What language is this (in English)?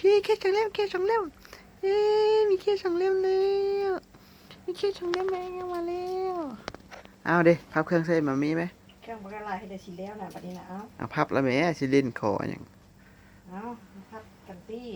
Lao